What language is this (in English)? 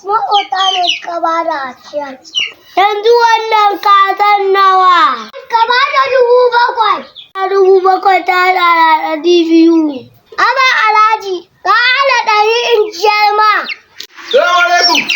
Hausa